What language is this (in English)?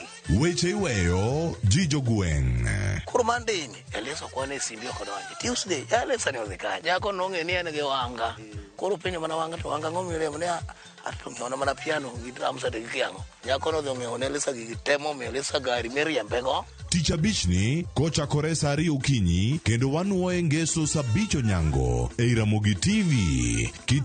Luo (Kenya and Tanzania)